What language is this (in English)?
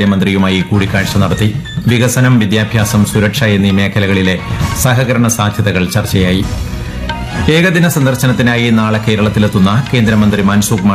Malayalam